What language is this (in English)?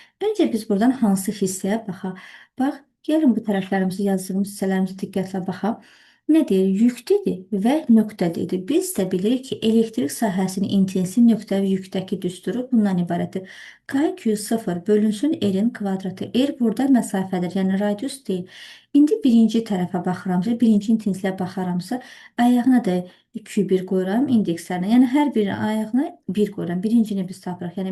Azerbaijani